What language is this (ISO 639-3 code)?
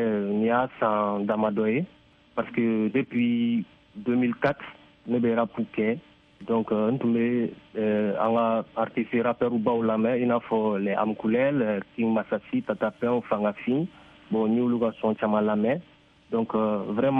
bam